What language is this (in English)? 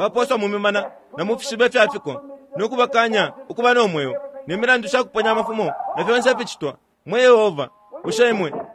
Bemba